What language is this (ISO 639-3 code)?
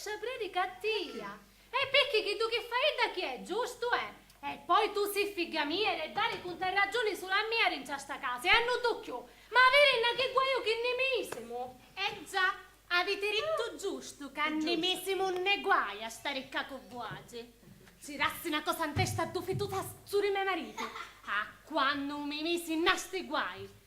scn